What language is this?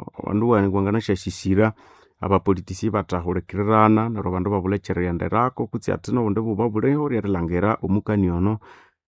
Nande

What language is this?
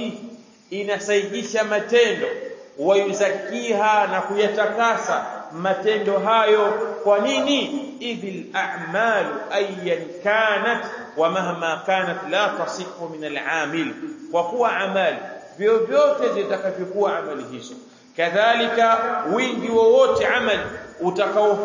Swahili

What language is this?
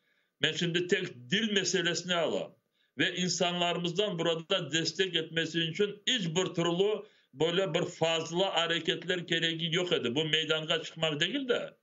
Crimean Tatar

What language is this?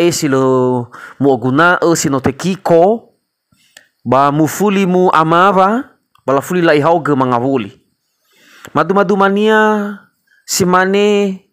Nias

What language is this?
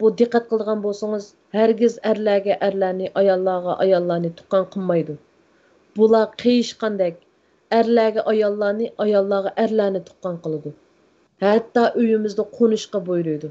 Uyghur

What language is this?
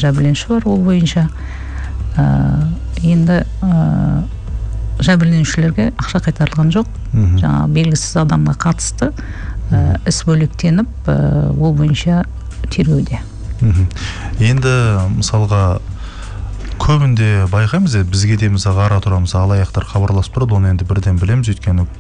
Kazakh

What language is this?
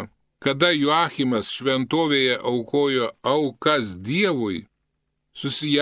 Lithuanian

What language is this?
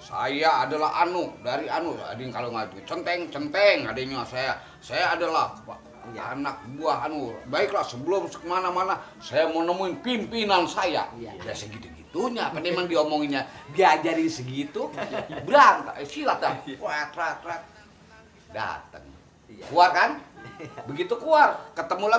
Betawi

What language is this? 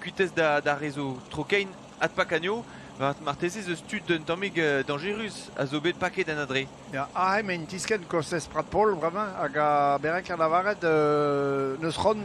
Breton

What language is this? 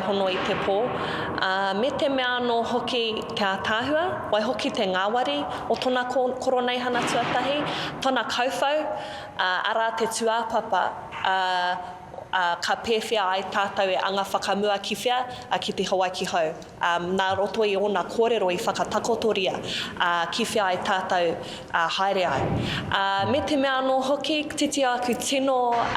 Māori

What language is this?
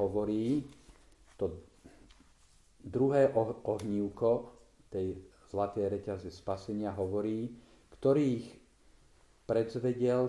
Slovak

